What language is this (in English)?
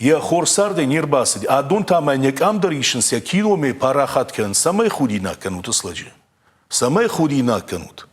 Ossetic